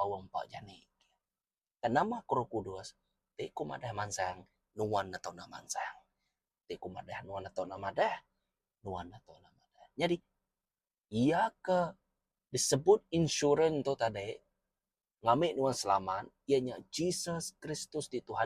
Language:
Iban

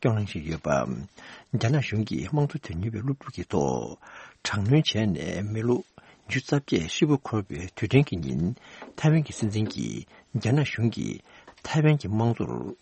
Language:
Tibetan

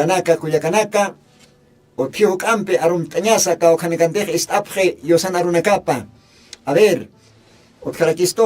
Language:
Aymara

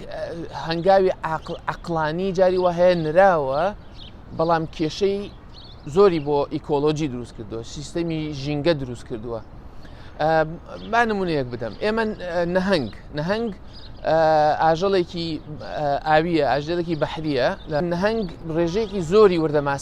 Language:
Central Kurdish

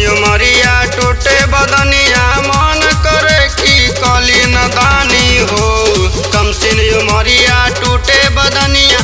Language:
Bhojpuri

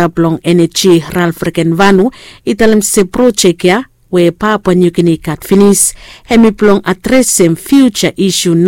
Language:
Bislama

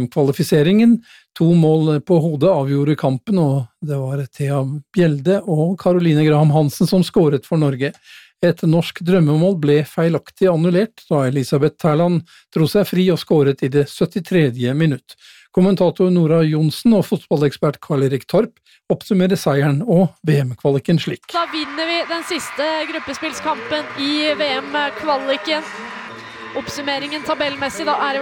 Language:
Norwegian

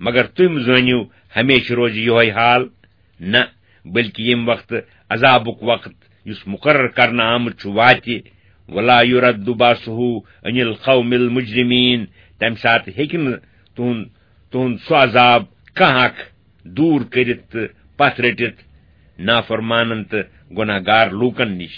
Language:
Kashmiri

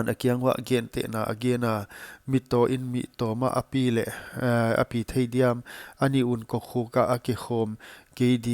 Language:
Paite Chin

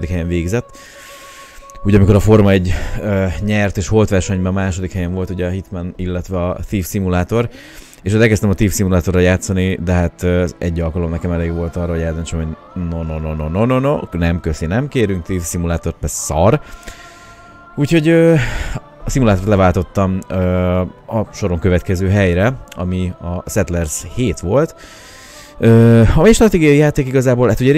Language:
Hungarian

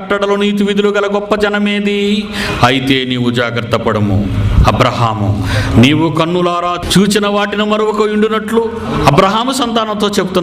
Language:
Telugu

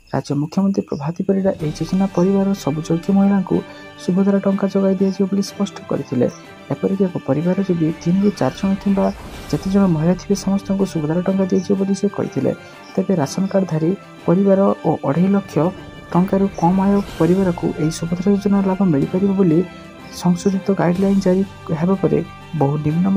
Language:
Odia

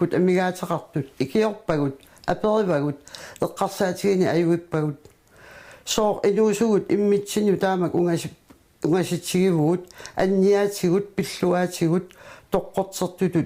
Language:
Kalaallisut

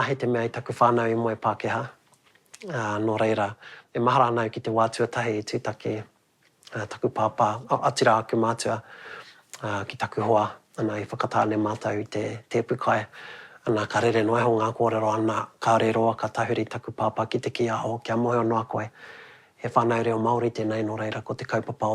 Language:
Māori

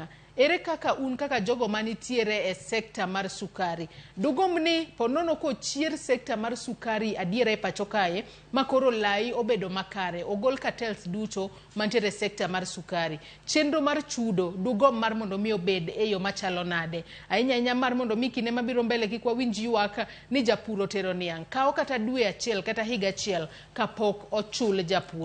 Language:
Luo (Kenya and Tanzania)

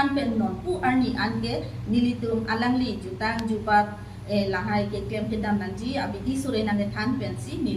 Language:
Karbi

